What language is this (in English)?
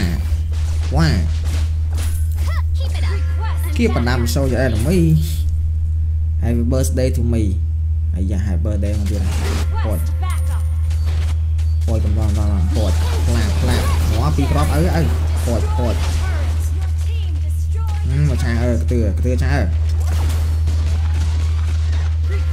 Vietnamese